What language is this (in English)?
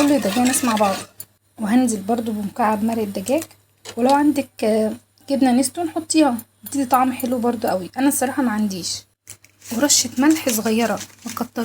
Egyptian Arabic